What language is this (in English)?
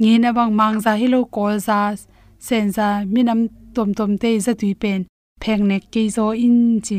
Tedim Chin